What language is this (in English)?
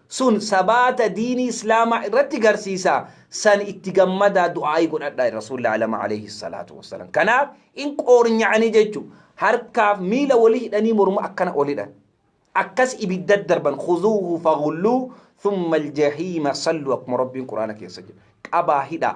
Oromo